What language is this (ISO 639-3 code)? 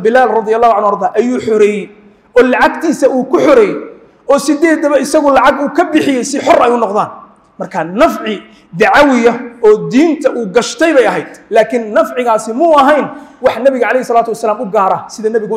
som